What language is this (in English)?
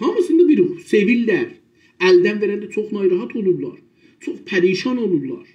South Azerbaijani